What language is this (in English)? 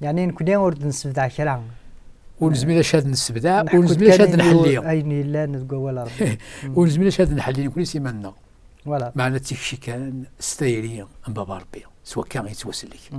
Kabyle